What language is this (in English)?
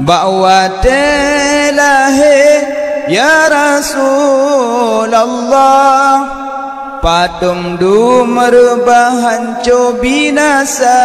Achinese